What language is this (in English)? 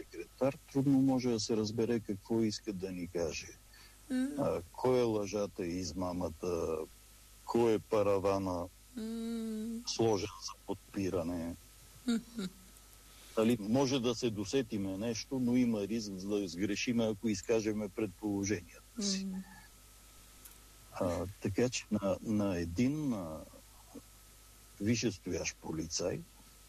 Bulgarian